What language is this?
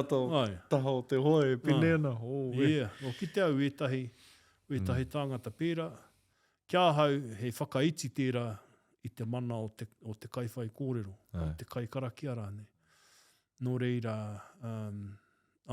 Māori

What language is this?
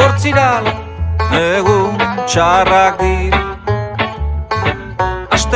Basque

